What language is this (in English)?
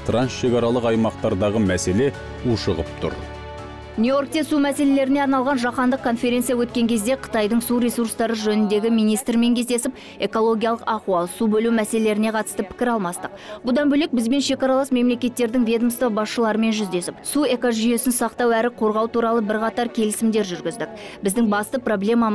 Kazakh